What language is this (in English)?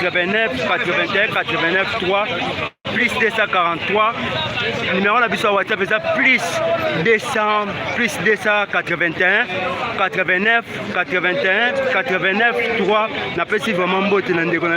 Lingala